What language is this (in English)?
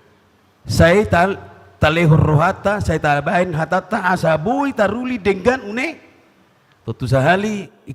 Batak Toba